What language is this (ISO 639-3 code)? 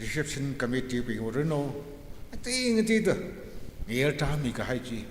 nmf